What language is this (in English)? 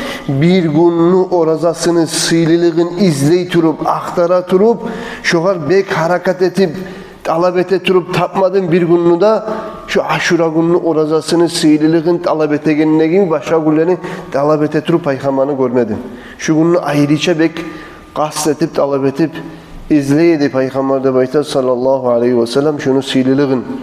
Kumyk